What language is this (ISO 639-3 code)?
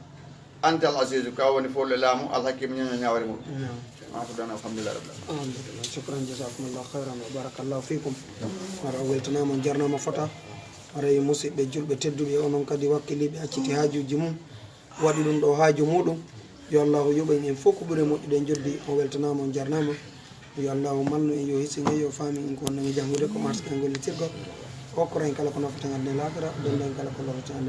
ful